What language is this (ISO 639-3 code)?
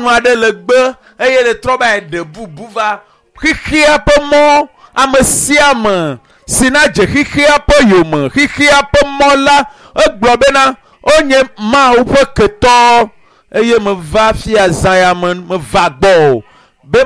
ewe